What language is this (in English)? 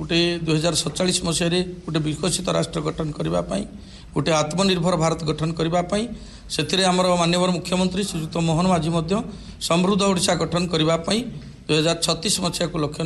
Odia